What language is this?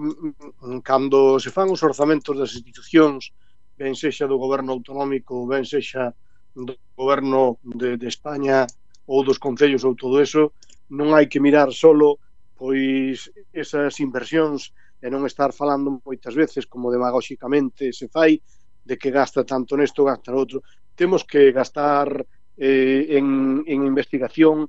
Galician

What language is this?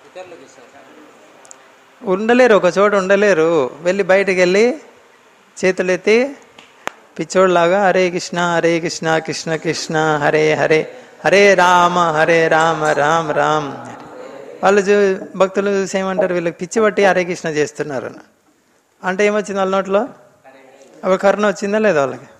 Telugu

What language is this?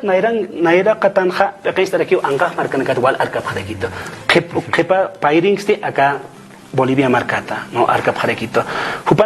Aymara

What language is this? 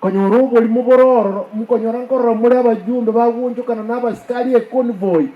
Gusii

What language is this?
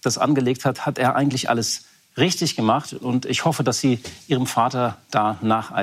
German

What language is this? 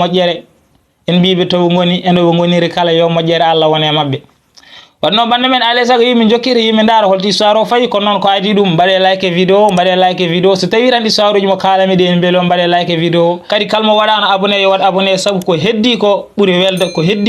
Fula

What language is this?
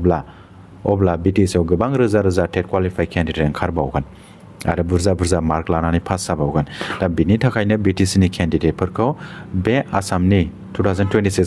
Bodo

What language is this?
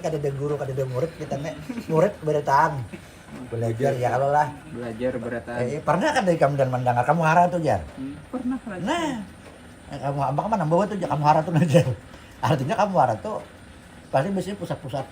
Banjar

